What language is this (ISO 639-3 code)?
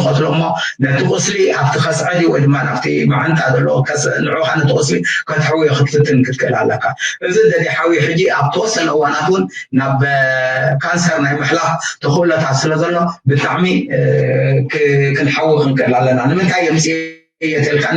tir